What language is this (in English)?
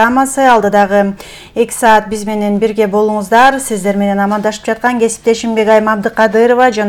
Kyrgyz